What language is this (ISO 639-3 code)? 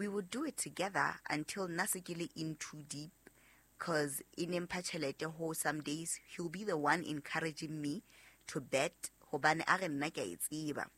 sot